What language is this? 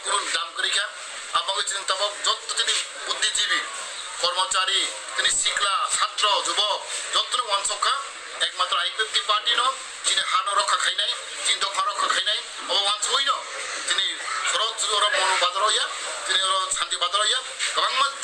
Kok Borok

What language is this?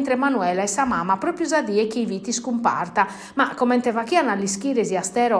Sardinian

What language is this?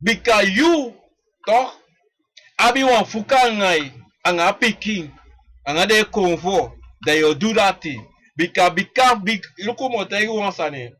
Sranan Tongo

